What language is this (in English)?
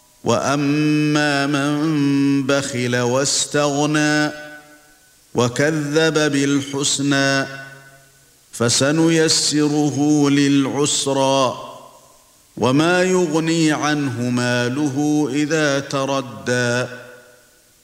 Arabic